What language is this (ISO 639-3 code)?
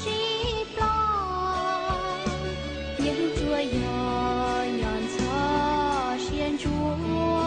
hmn